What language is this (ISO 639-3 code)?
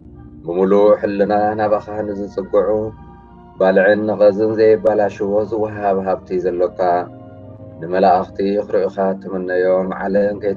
tir